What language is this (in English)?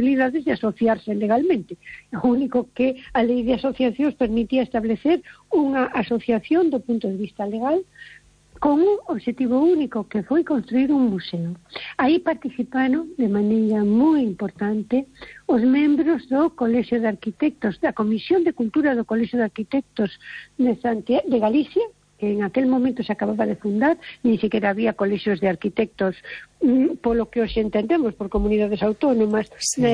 Galician